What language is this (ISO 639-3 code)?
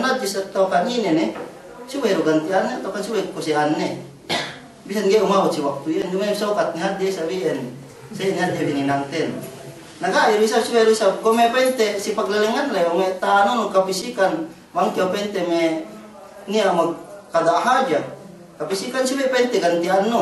yka